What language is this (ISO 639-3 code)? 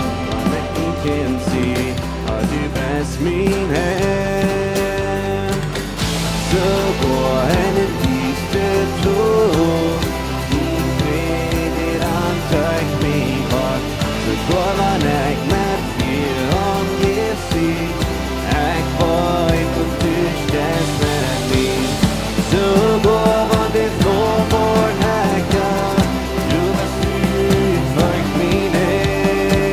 pdt